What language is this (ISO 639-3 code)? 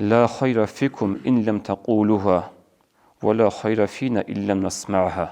ava